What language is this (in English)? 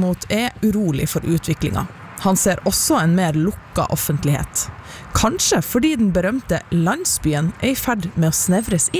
Norwegian